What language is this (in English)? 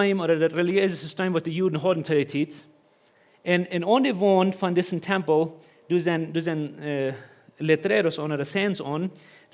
Plautdietsch